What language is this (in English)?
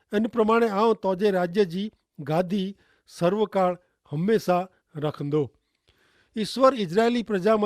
Kachhi